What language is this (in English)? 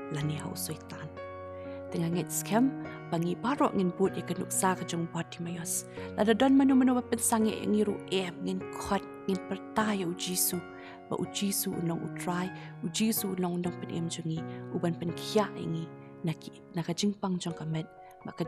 Khasi